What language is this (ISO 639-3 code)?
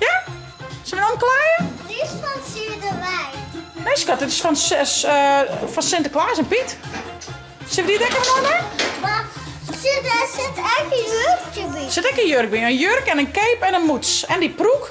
fry